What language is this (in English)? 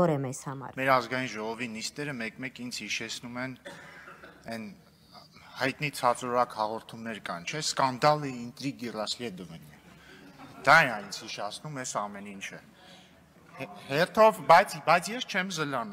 Armenian